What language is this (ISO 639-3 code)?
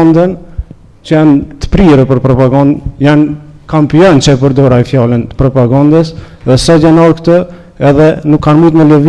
sqi